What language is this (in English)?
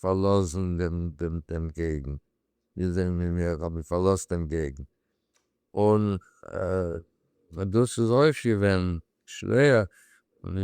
Yiddish